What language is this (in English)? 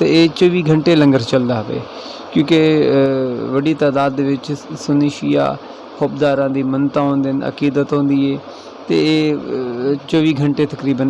Saraiki